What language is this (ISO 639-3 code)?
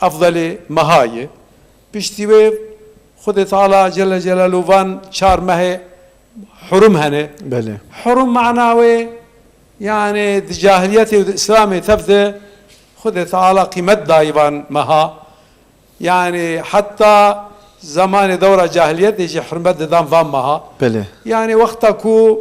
kur